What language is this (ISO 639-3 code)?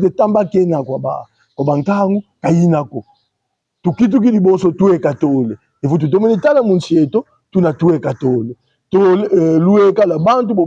kon